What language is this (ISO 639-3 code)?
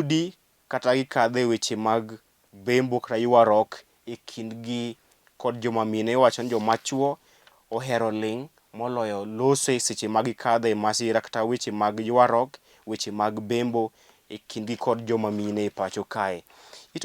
luo